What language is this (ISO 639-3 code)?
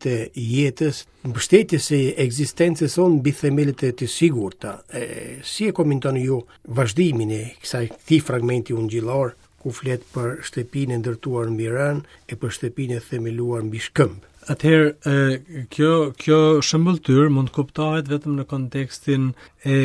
sqi